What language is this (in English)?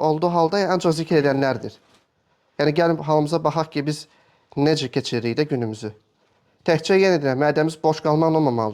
Azerbaijani